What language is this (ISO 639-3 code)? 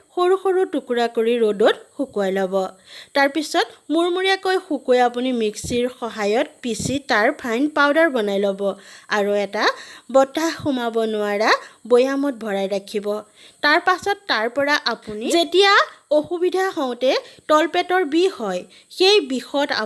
asm